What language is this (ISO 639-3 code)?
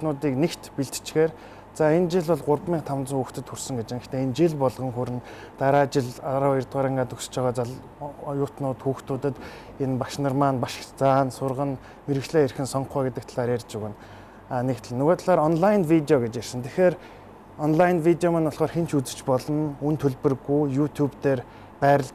mon